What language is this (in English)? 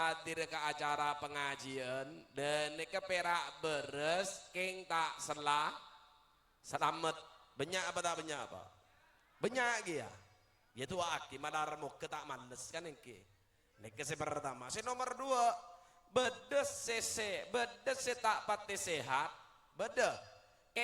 Madurese